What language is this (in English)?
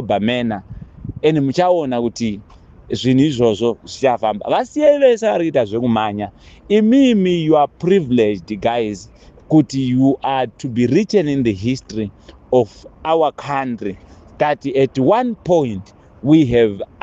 Shona